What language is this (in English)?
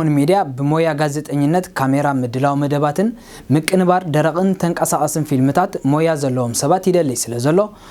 Tigrinya